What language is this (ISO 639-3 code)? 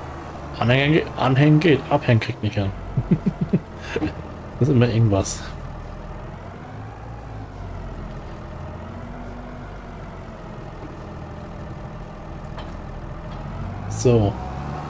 deu